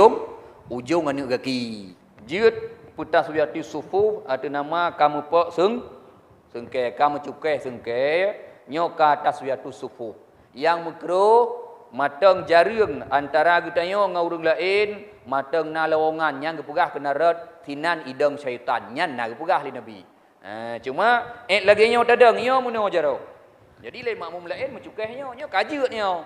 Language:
Achinese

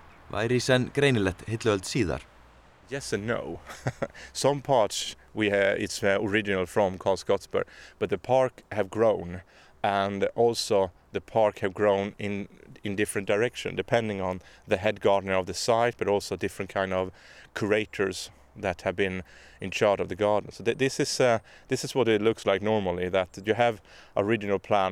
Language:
Icelandic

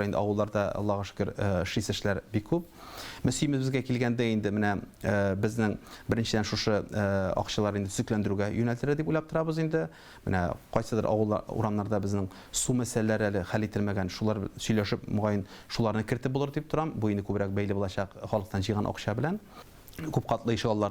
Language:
Tatar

